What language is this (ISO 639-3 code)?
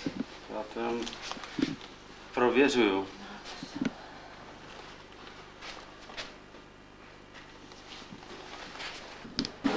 ces